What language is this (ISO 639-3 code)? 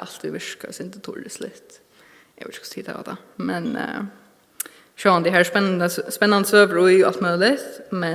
fao